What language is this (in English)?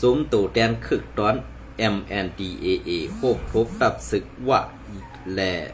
Shan